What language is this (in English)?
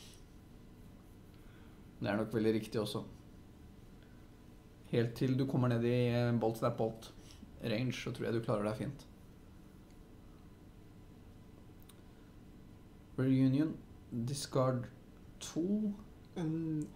Norwegian